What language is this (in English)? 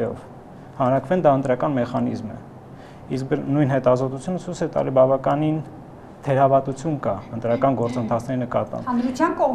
Armenian